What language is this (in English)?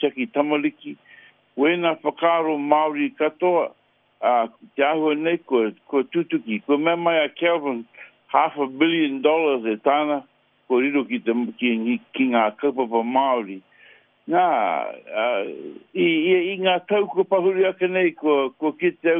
Māori